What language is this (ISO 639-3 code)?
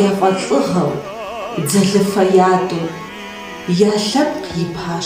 kbd